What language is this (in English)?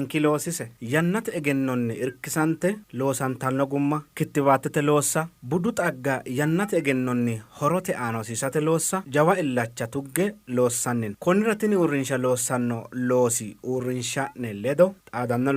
Sidamo